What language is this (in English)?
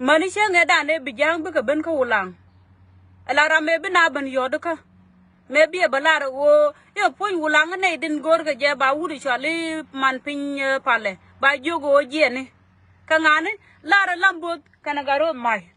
Nuer